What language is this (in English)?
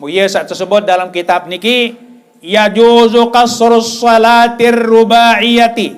Sasak